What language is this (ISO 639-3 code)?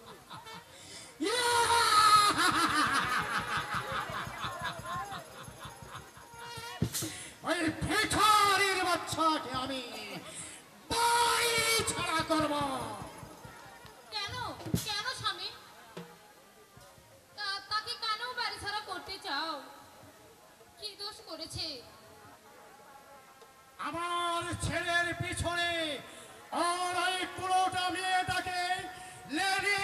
ben